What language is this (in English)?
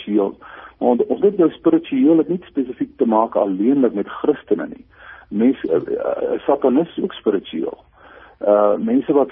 Afrikaans